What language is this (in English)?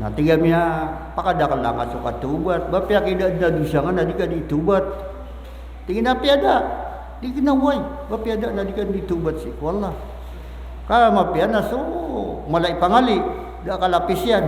Maranao